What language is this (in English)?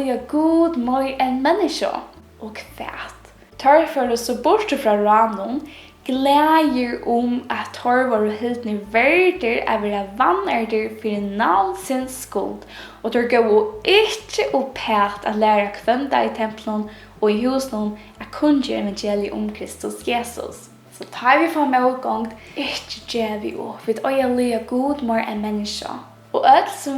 Faroese